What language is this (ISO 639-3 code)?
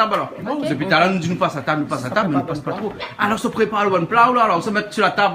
rcf